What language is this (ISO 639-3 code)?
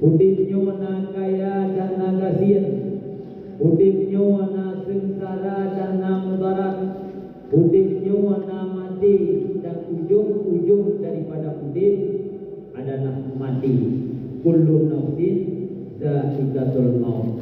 ace